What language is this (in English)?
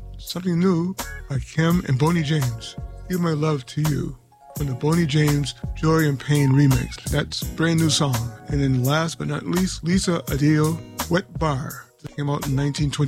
English